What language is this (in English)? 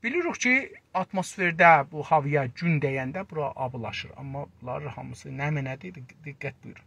South Azerbaijani